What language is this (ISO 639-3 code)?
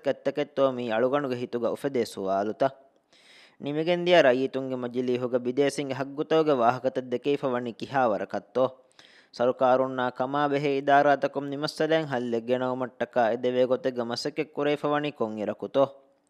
div